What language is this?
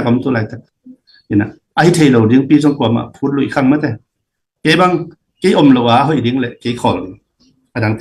Tedim Chin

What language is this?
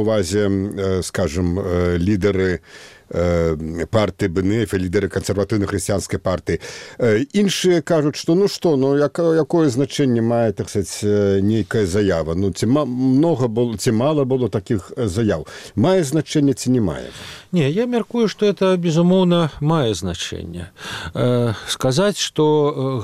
Belarusian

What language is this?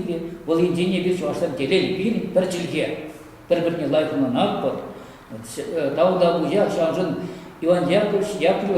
Chuvash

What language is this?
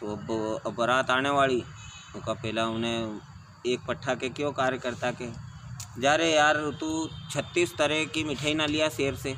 Rajasthani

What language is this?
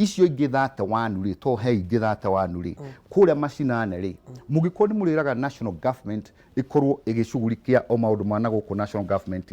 Kikuyu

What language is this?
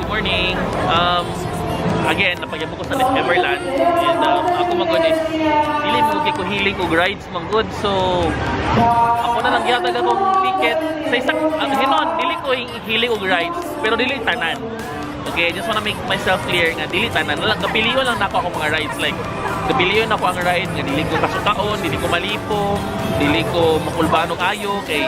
Cebuano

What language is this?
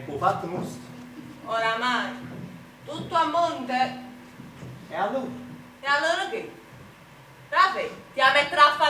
Neapolitan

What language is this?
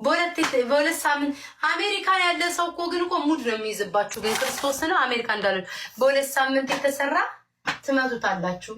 Amharic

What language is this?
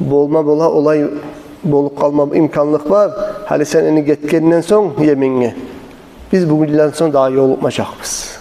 Kumyk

